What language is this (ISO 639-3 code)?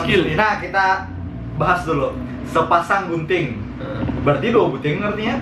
bjn